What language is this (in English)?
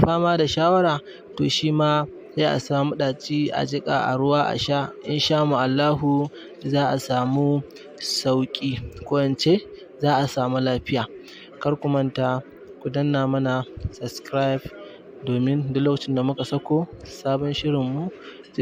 Hausa